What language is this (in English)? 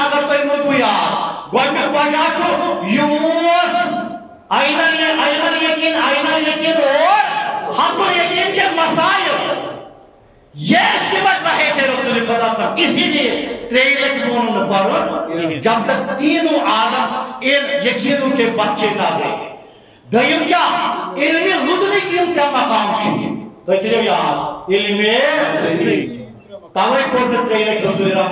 Kashmiri